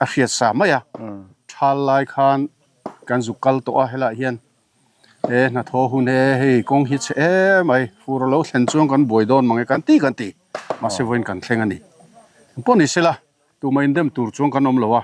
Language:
Mizo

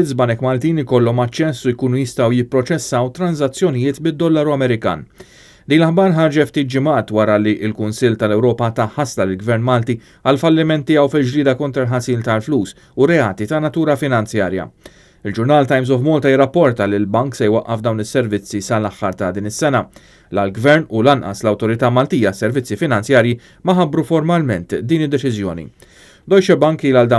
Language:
Maltese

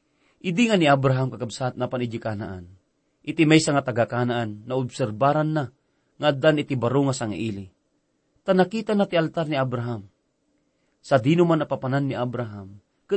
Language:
Iloko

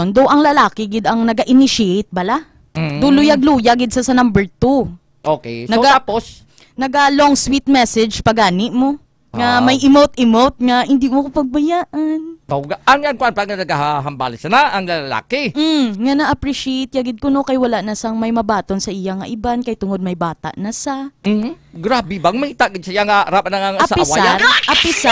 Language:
Hiligaynon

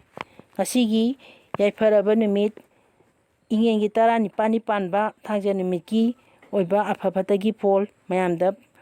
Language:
Manipuri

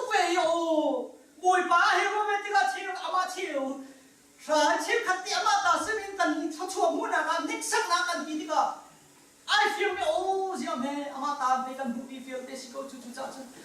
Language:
Hakha Chin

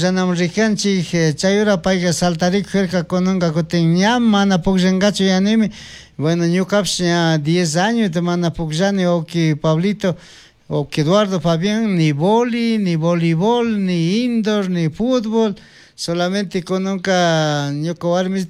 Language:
Chimborazo Highland Quichua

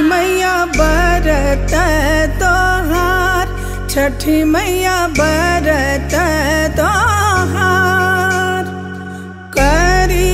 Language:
Bhojpuri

